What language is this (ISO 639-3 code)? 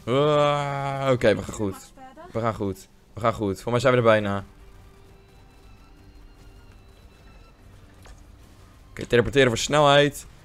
nld